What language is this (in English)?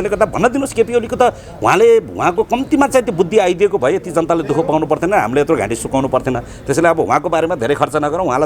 Nepali